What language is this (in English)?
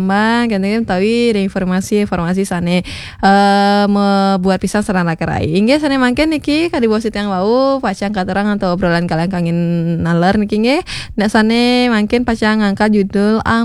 Balinese